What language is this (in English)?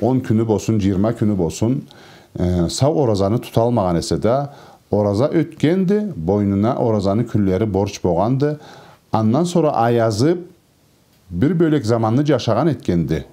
Karachay-Balkar